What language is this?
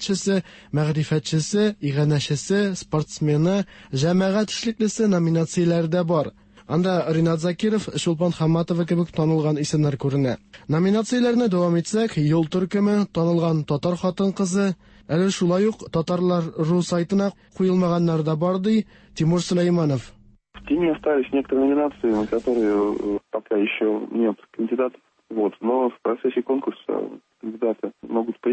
Tatar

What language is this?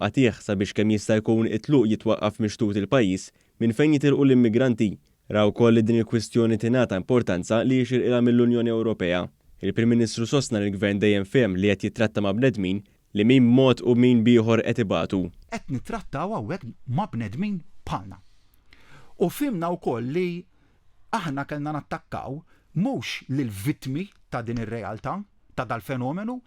Maltese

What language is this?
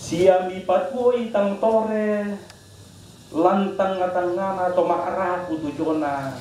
Toraja-Sa'dan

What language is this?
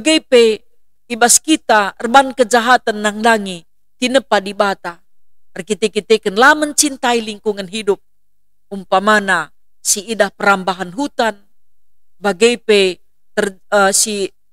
Batak Karo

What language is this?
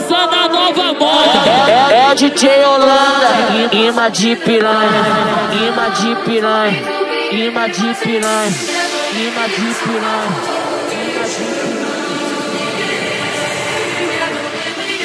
Portuguese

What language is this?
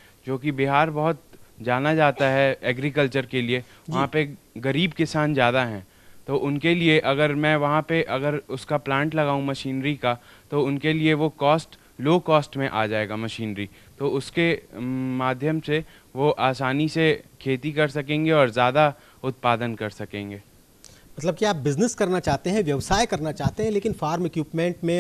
Hindi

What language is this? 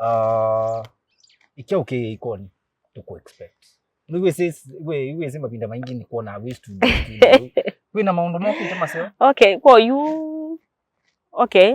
Kamba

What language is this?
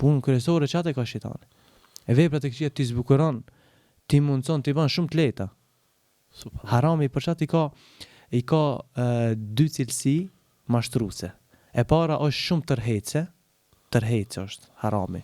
Albanian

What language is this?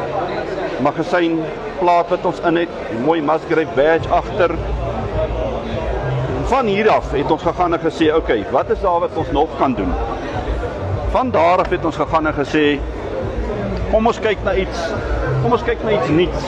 Afrikaans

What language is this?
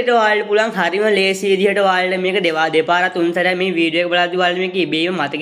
Sinhala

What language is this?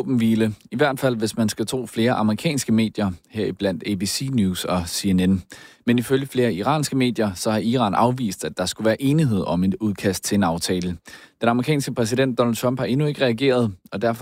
Danish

